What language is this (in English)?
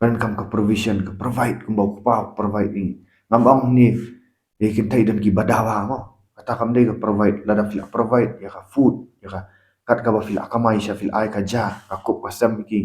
Khasi